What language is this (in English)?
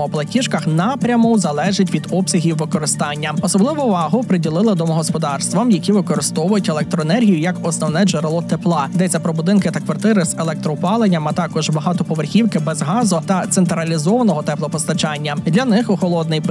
Ukrainian